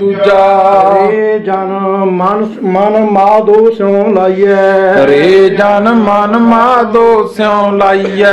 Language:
Punjabi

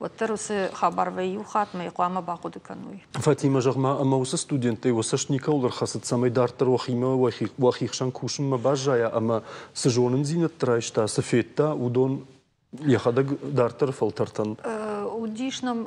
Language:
Ossetic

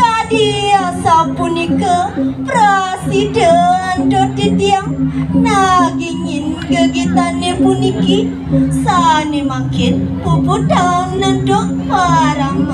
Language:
Balinese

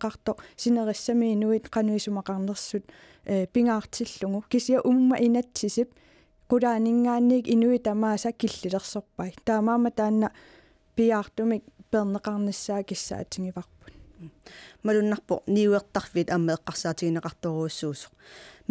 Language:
Kalaallisut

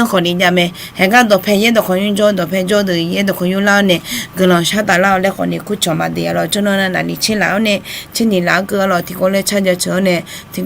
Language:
Akha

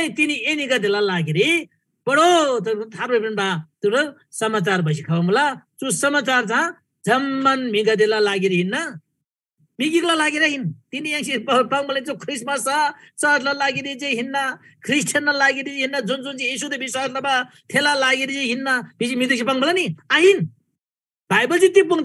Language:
Eastern Tamang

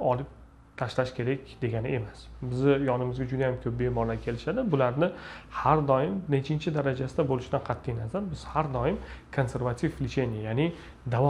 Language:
Uzbek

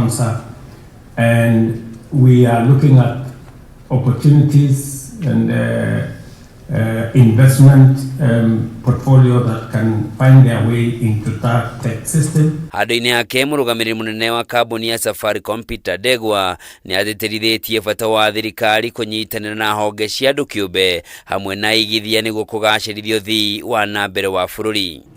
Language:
Kikuyu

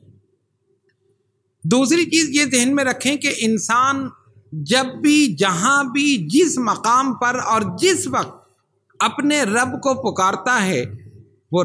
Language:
Urdu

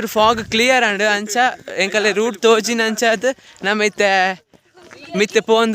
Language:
Tulu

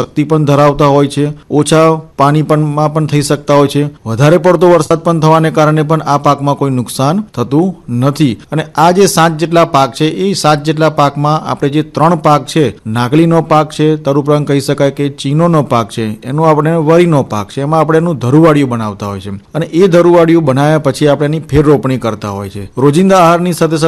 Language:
Gujarati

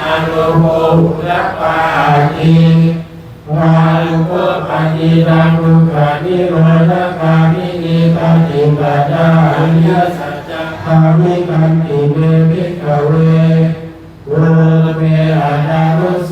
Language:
Pali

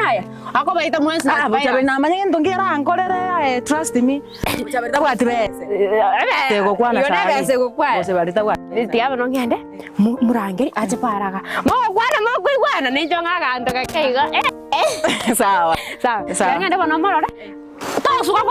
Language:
Gusii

